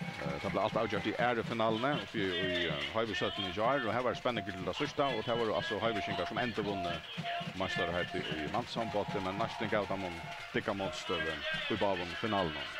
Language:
Faroese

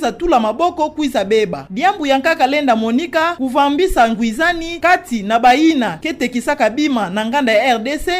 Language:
Kituba (Democratic Republic of Congo)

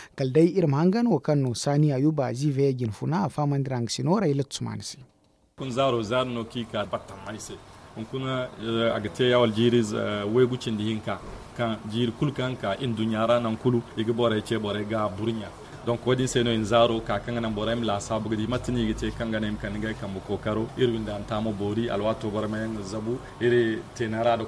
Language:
Zarma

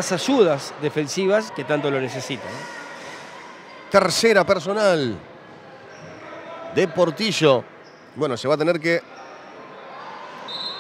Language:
Spanish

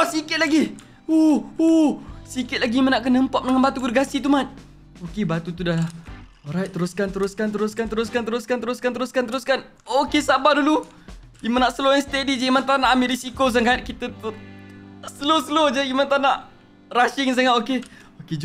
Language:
Malay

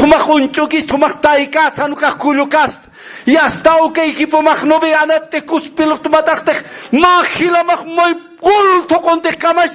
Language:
Aymara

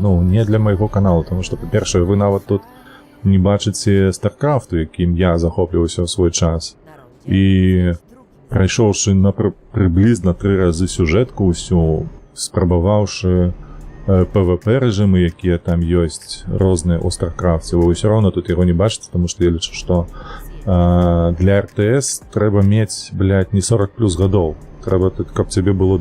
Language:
Belarusian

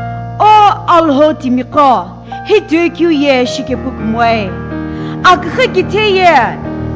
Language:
Sumi Naga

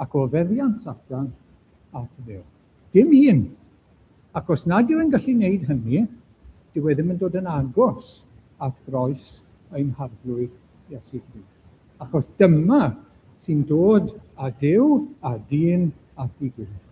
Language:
Welsh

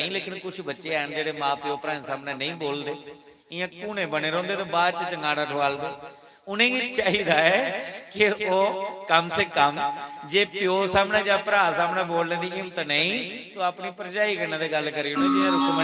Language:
Dogri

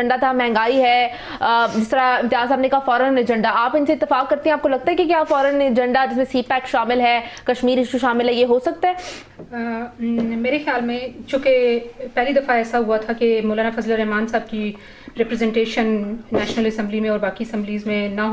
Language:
Urdu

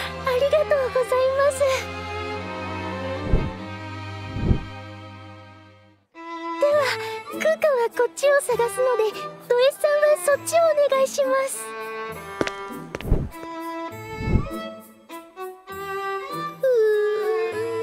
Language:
Japanese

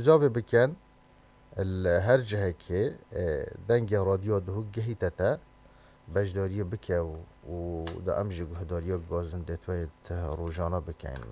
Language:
Kurdish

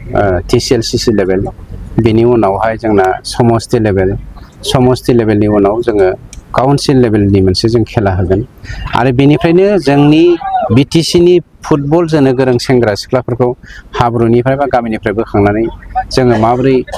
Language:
Bodo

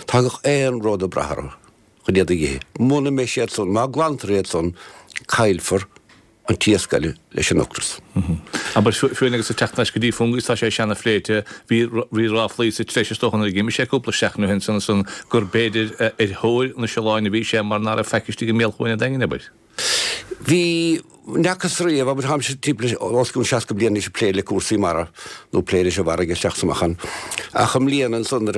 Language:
Irish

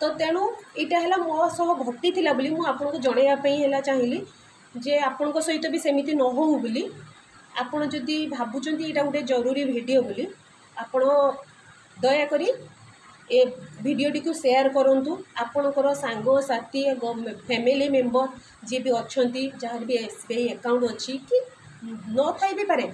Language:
Odia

